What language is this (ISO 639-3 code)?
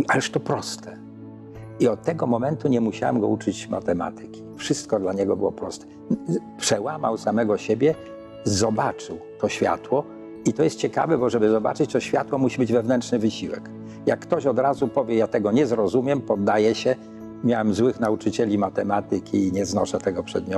pol